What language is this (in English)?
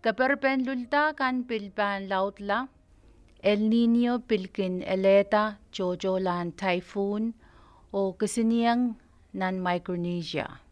Pohnpeian